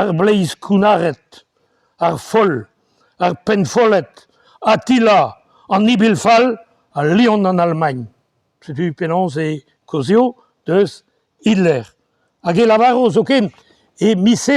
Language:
Breton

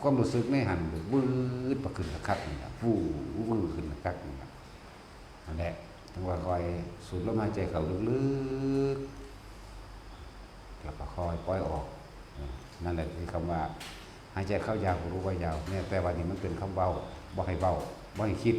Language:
Northeastern Thai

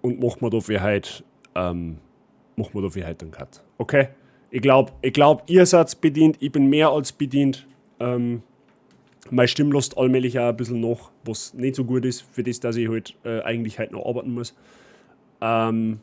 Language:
Bavarian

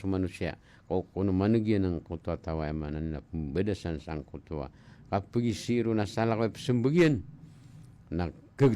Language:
Maranao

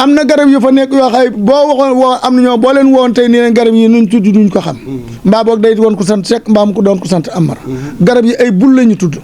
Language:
Wolof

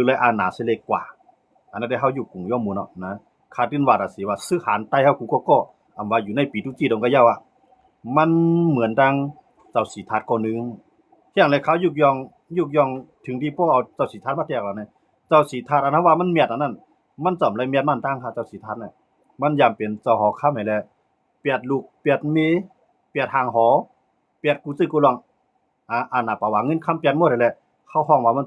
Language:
Shan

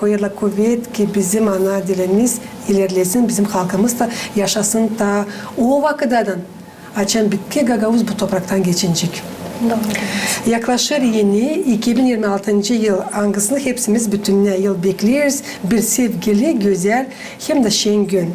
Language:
Gagauz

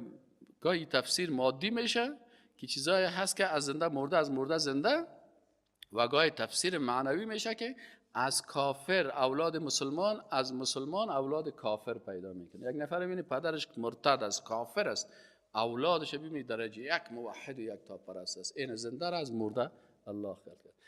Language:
Persian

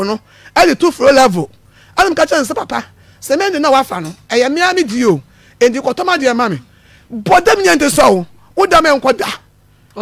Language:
Akan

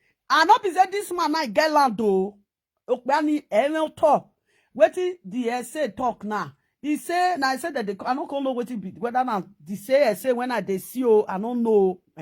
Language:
Nigerian Pidgin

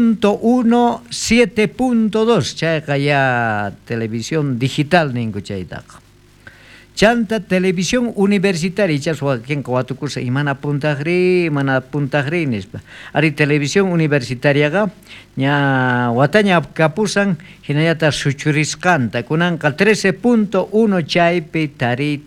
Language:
South Bolivian Quechua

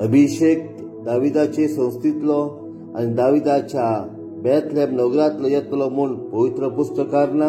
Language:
Konkani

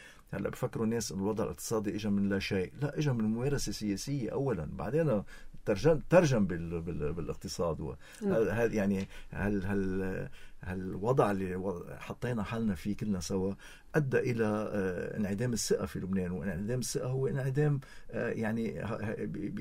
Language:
North Levantine Arabic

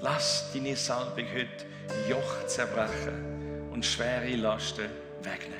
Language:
Swiss German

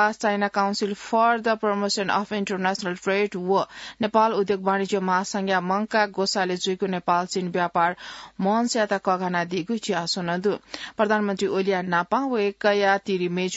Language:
Newari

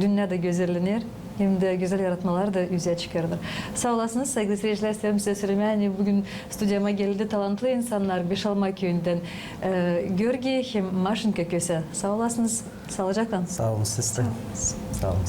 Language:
Gagauz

